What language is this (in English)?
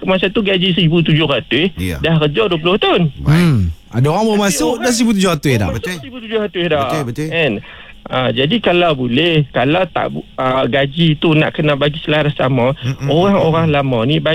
Malay